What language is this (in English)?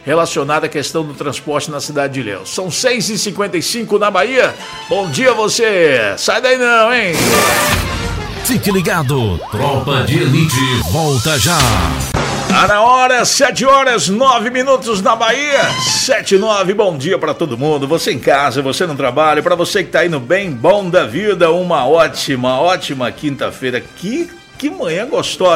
Portuguese